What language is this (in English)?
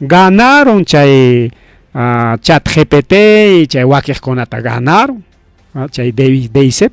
Ayacucho Quechua